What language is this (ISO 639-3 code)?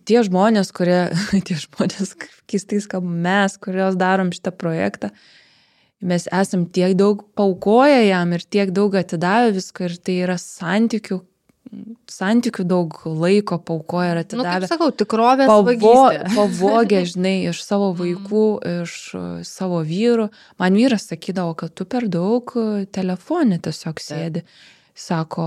lit